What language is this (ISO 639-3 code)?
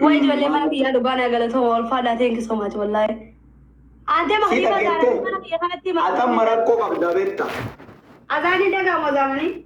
orm